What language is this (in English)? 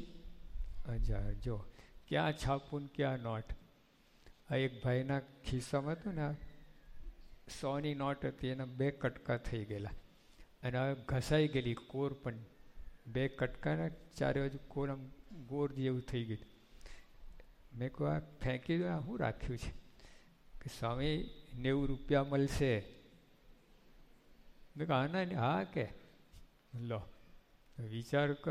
Gujarati